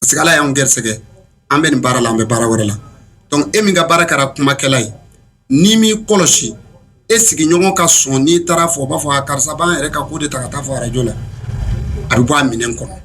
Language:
Bambara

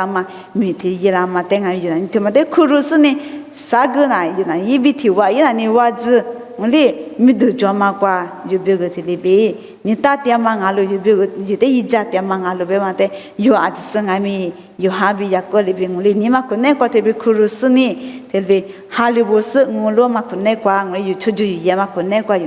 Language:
Lisu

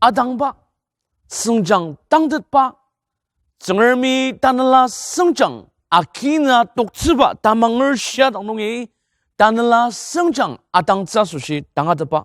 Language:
Ao Naga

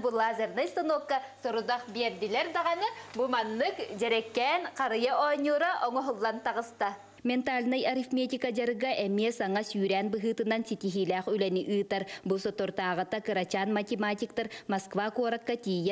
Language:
Yakut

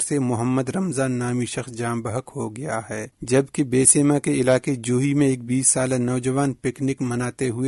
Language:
Urdu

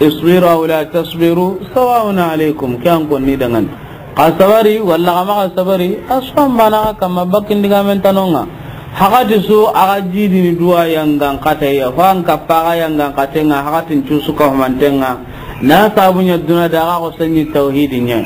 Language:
Soninke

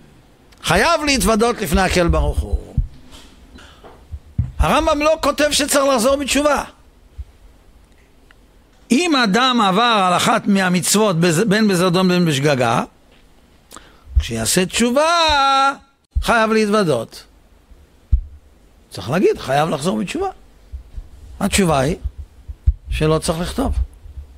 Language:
Hebrew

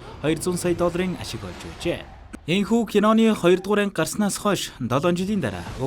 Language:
Mongolian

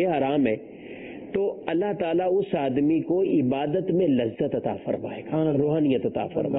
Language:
Urdu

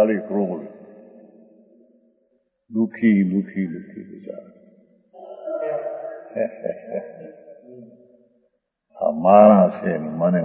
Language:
Gujarati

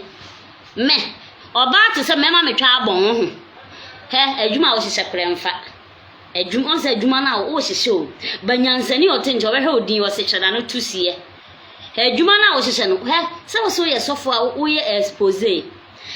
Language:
Akan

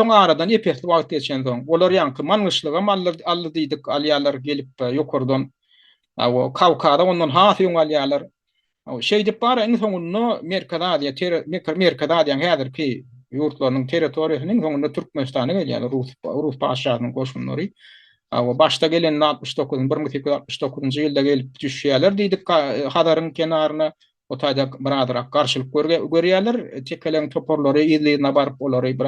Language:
Turkmen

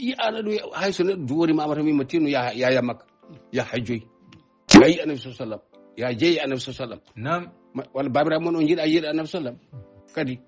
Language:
Fula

